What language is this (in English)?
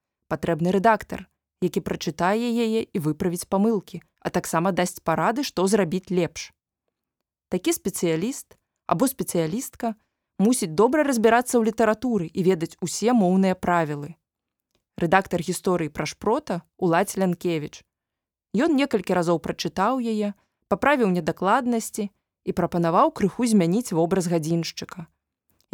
Belarusian